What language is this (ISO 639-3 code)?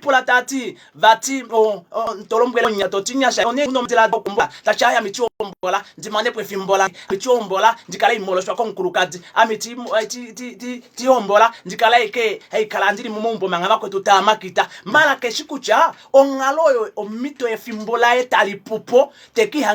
kua